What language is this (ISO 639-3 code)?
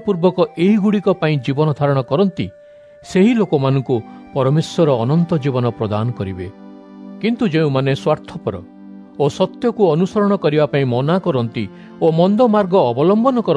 ori